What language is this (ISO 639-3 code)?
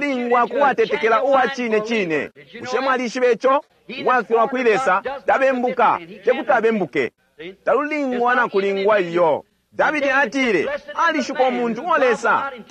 bem